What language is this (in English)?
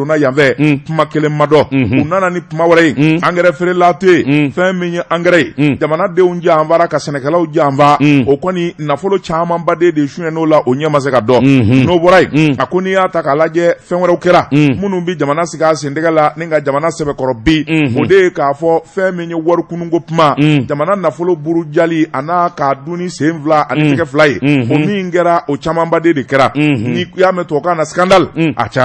Bambara